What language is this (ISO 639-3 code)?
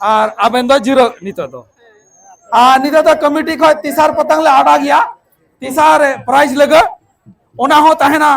sat